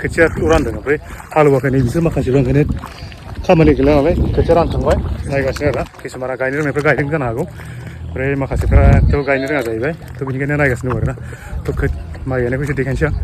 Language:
Bodo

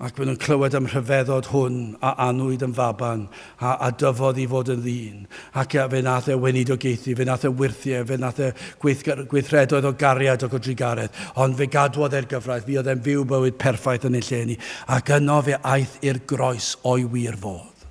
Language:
Welsh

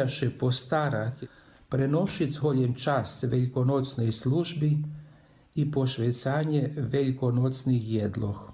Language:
Rusyn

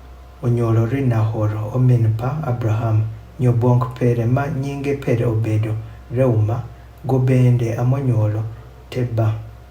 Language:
Adhola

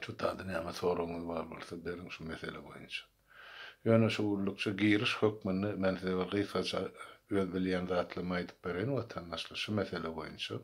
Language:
Turkmen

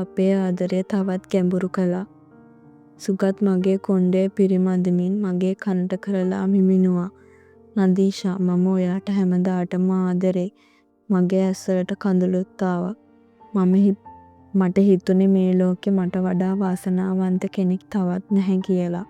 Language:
Sinhala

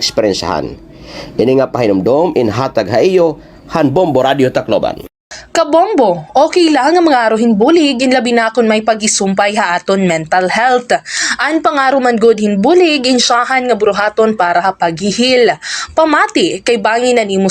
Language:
Waray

